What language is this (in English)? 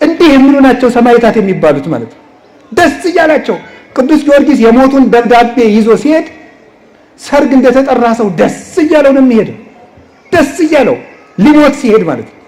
Amharic